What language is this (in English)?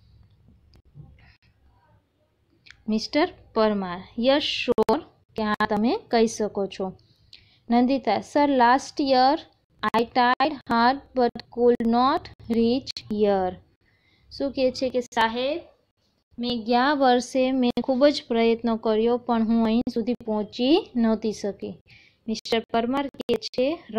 Gujarati